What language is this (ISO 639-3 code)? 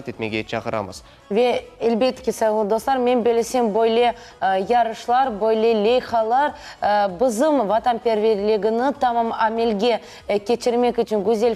crh